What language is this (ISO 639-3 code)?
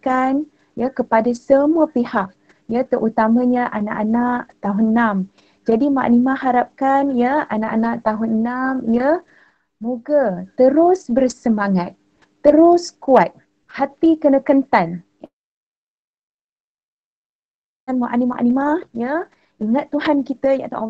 msa